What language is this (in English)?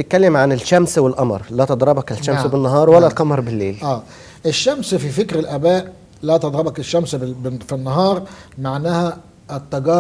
Egyptian Arabic